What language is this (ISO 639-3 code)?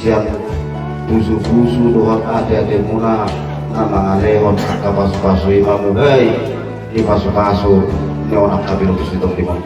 bbc